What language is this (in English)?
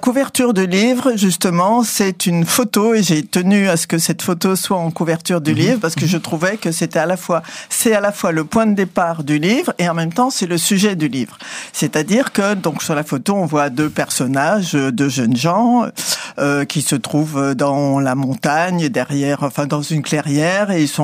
French